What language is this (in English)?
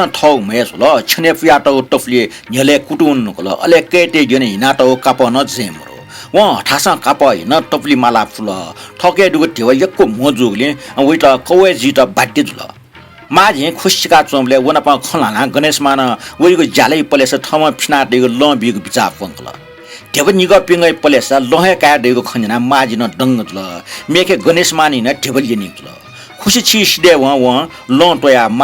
Newari